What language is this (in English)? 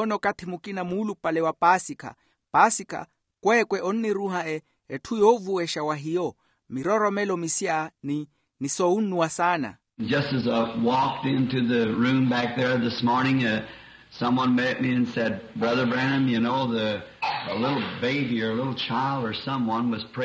Makhuwa